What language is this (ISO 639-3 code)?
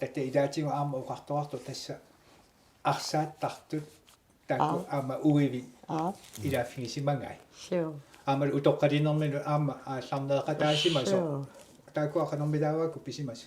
kal